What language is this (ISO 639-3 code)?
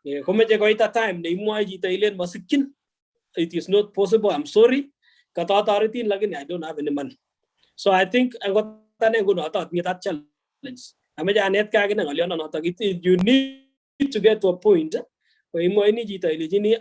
kln